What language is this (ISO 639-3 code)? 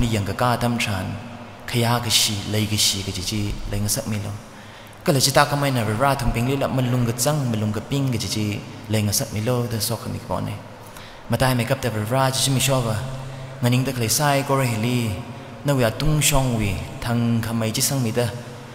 nmf